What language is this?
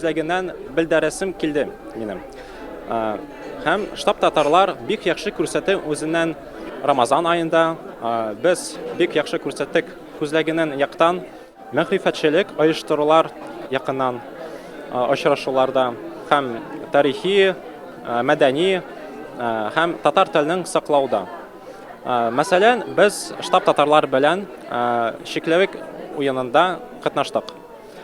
Tatar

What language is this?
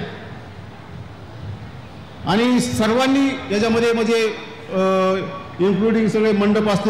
Marathi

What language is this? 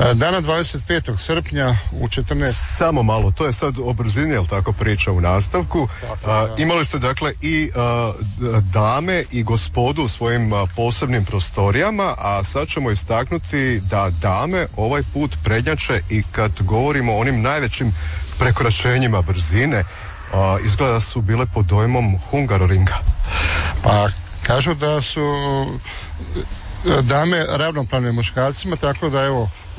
Croatian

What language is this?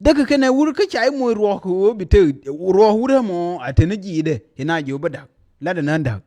Nuer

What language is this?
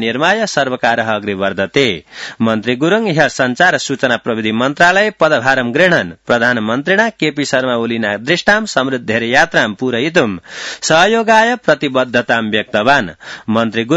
Sanskrit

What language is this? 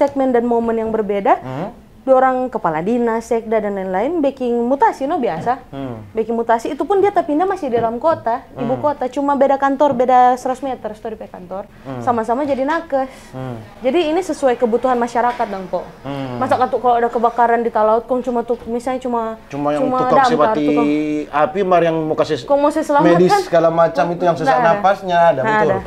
Manado Malay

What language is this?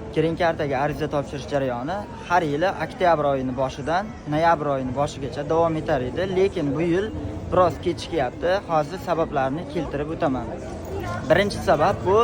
Uzbek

